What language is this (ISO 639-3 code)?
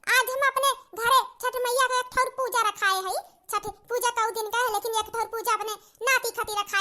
awa